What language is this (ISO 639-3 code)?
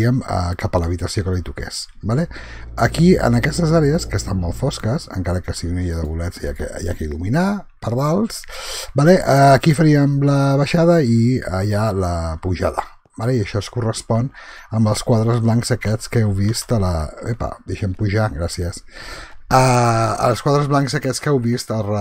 cat